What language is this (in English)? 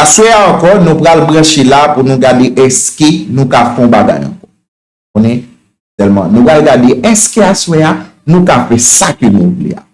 Haitian Creole